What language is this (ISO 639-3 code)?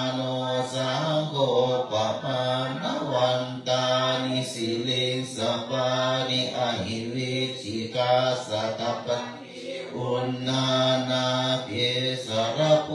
pli